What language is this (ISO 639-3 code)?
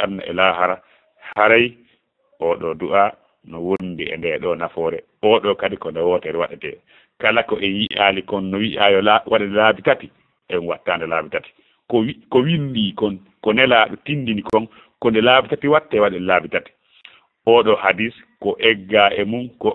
ful